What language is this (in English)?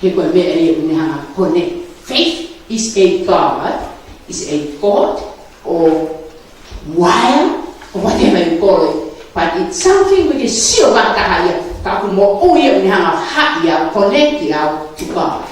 Tongan